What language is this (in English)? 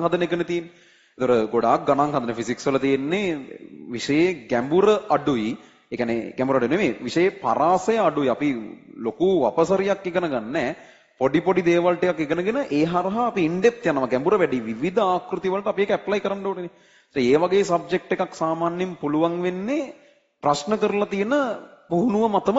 Sinhala